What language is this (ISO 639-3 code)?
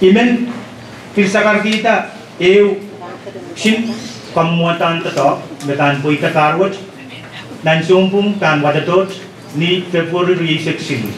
pon